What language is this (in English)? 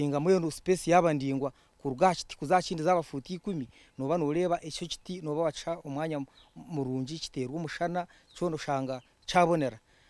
Nyankole